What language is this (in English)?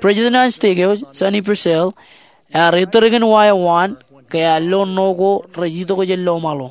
Marshallese